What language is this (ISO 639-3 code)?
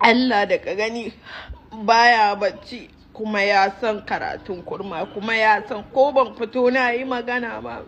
hau